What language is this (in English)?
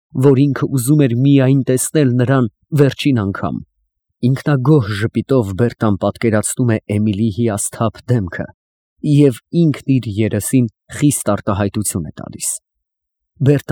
Armenian